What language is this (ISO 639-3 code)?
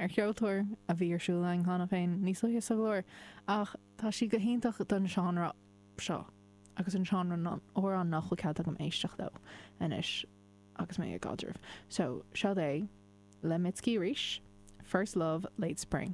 gle